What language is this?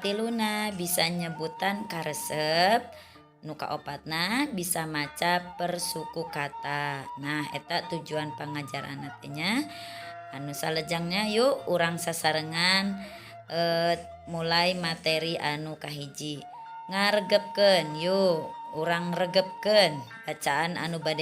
Sundanese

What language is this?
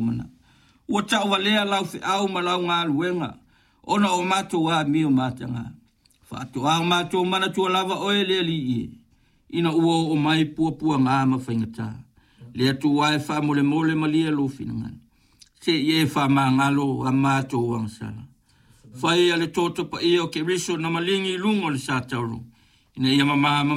Samoan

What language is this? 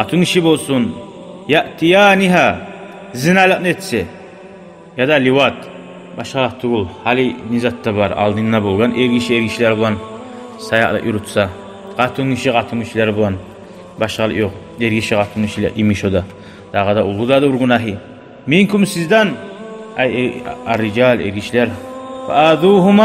Kumyk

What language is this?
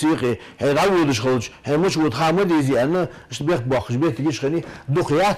Ingush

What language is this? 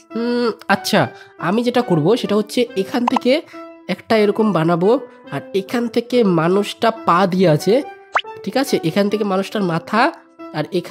Bangla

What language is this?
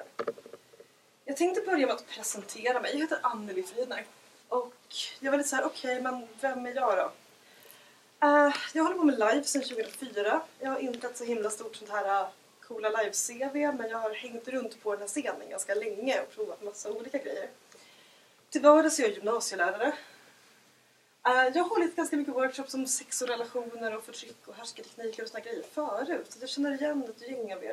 Swedish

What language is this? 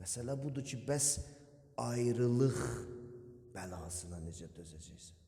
Azerbaijani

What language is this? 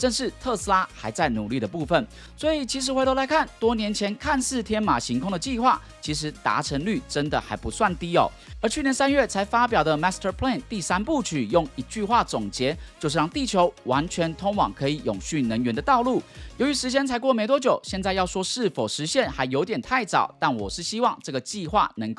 Chinese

